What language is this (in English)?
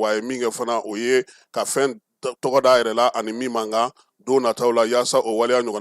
Bambara